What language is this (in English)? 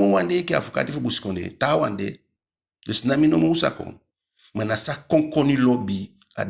Eastern Maroon Creole